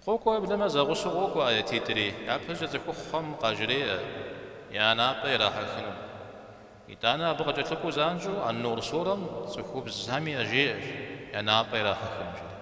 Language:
Kabardian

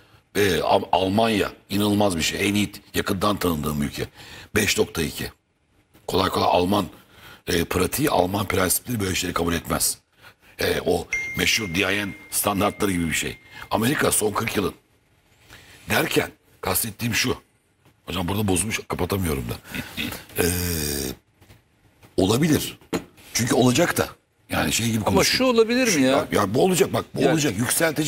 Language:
Turkish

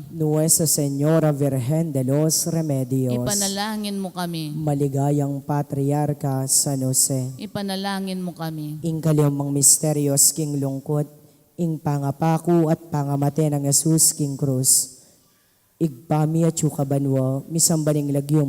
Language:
Pampanga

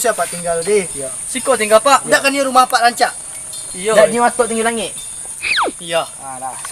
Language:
Minangkabau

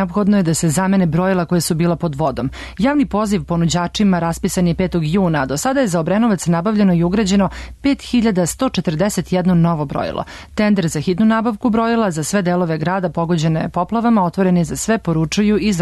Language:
Serbian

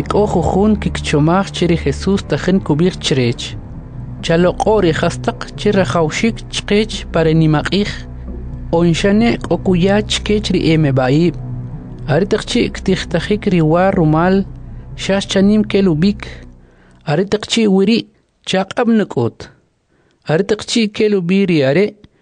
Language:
Kʼicheʼ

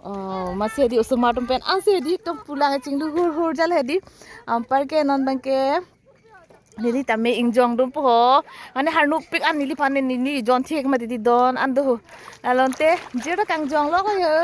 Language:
Karbi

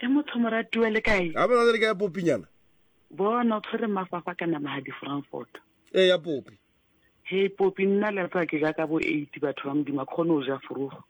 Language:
Southern Sotho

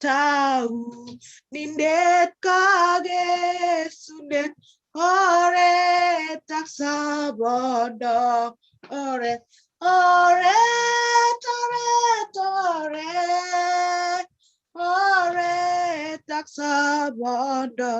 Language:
Kalenjin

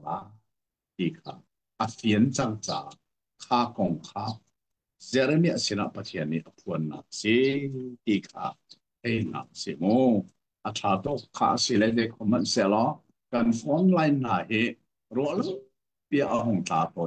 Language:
Hakha Chin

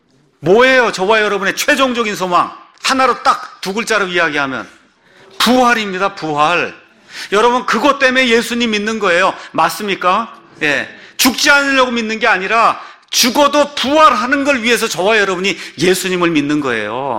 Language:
Korean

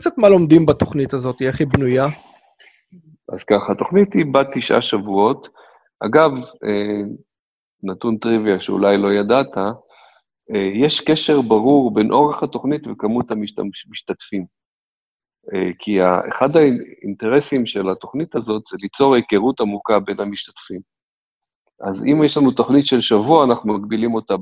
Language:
Hebrew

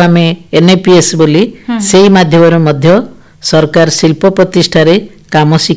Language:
Odia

